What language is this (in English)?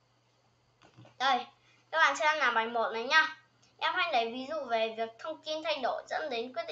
Vietnamese